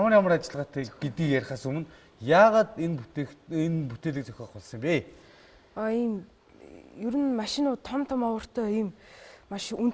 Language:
Mongolian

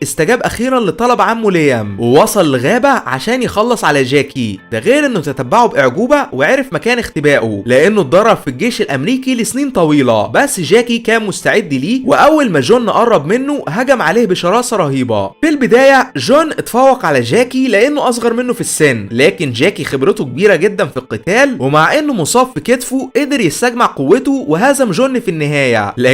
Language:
Egyptian Arabic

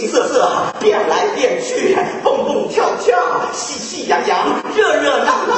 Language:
Chinese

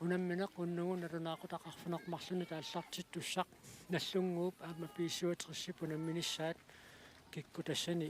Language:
Kalaallisut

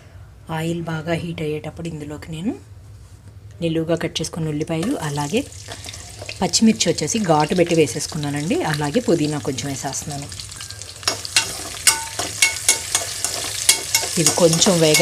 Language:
Telugu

